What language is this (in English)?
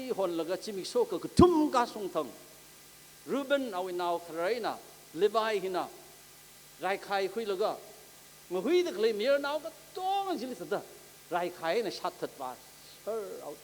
Tangkhul Naga (India)